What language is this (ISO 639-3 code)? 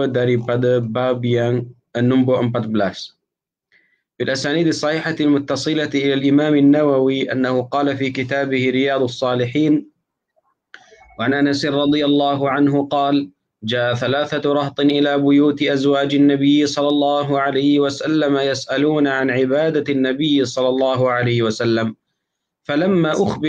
msa